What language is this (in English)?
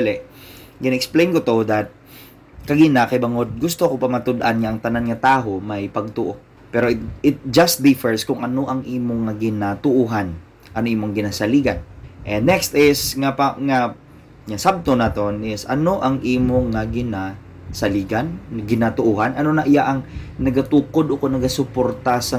Hiligaynon